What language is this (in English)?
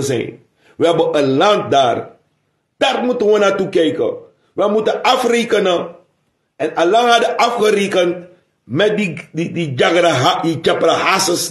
Sranan Tongo